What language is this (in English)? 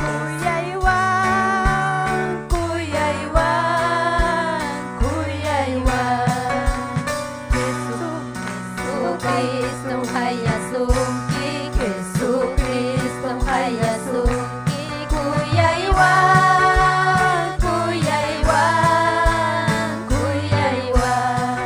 Ayacucho Quechua